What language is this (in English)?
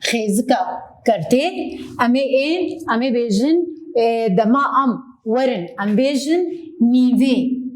Kurdish